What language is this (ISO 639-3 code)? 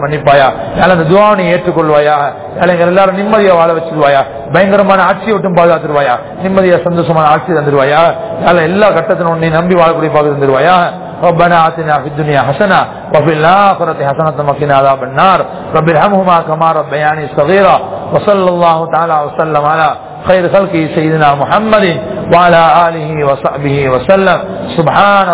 tam